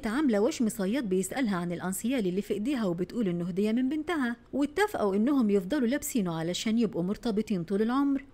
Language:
Egyptian Arabic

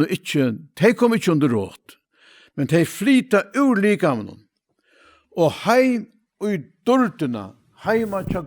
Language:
Faroese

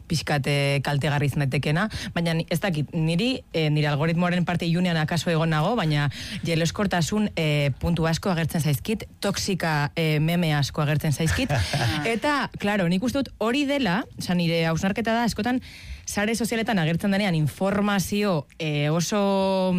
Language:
Basque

